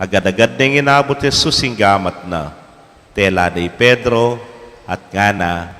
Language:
Pampanga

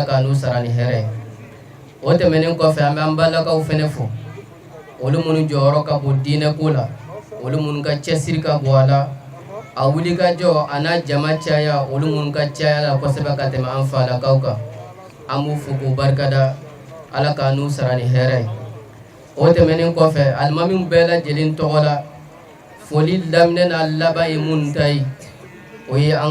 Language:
Bambara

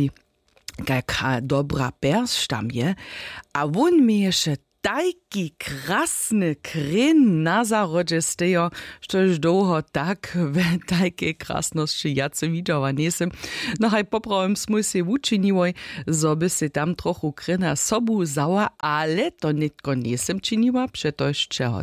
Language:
Upper Sorbian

